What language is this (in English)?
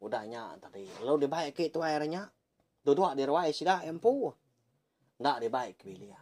Iban